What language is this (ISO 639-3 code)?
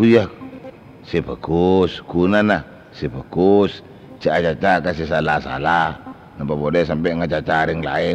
mad